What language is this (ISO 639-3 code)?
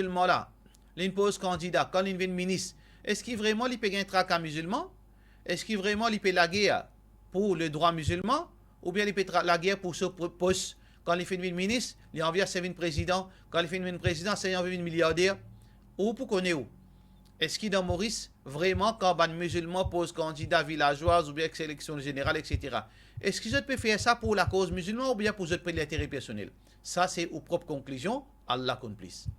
mfe